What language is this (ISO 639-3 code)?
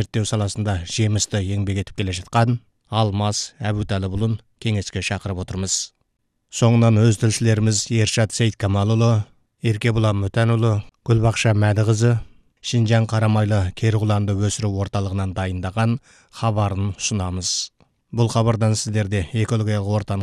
kaz